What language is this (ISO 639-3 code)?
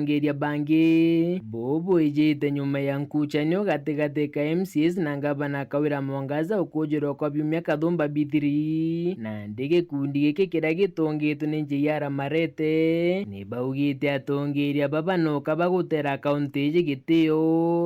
mer